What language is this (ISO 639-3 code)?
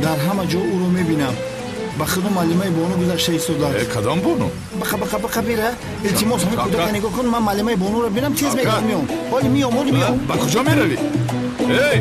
tgk